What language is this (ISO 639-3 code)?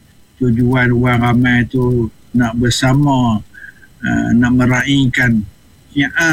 msa